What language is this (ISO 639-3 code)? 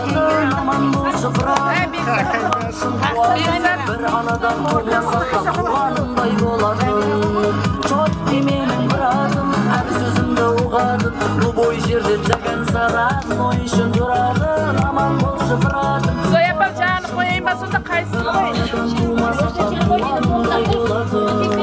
kaz